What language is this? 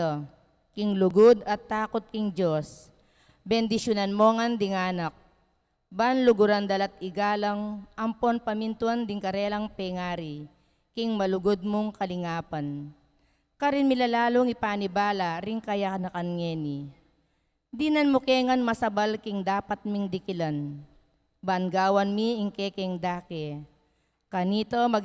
Pampanga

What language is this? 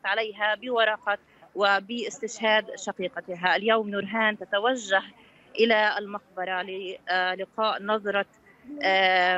Arabic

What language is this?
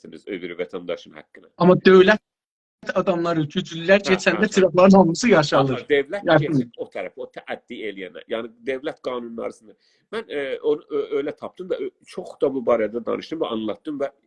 South Azerbaijani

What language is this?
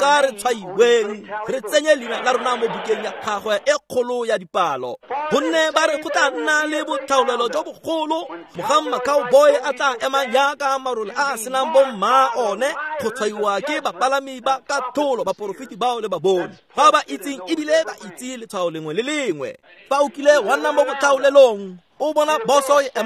Tswana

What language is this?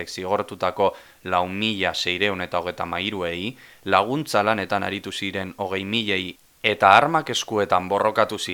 Basque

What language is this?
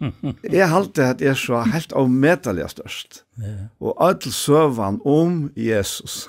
Faroese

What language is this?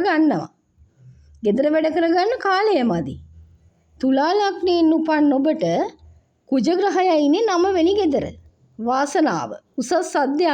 Sinhala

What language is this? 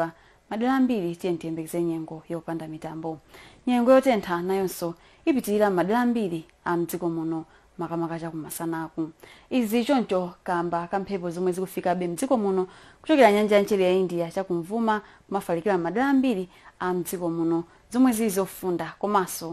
Nyanja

